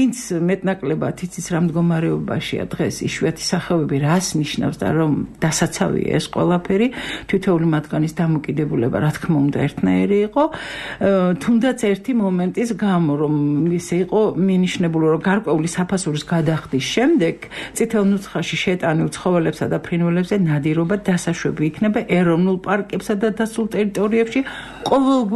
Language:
Georgian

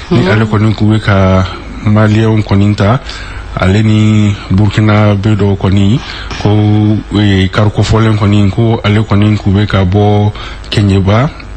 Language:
Bambara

